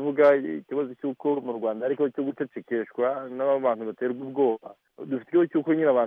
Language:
Kinyarwanda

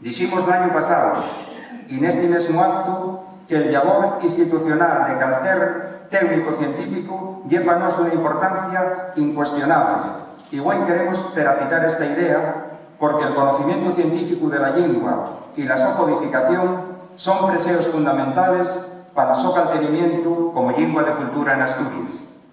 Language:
Asturian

